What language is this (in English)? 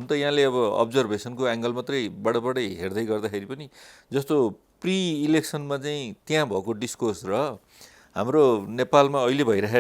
Nepali